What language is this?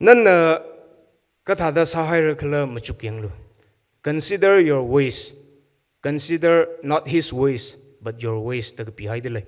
Tangkhul Naga (India)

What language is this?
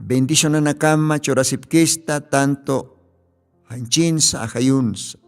Aymara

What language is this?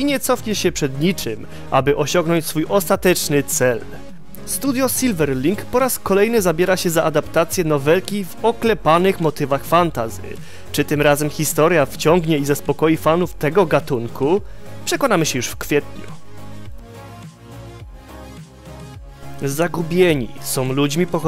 Polish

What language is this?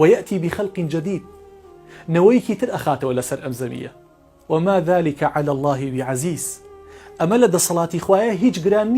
Central Kurdish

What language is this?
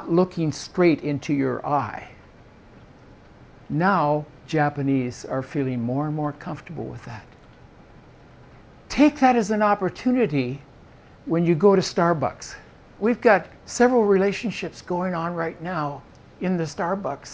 English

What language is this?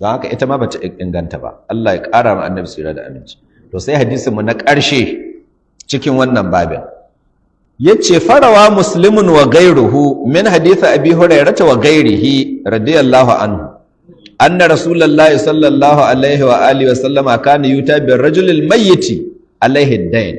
Hausa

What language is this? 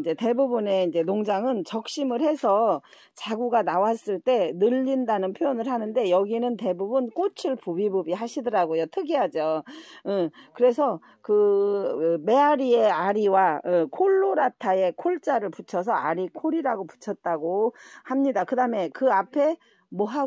Korean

